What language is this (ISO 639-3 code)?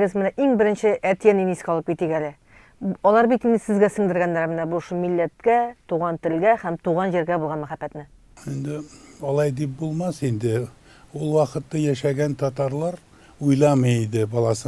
tat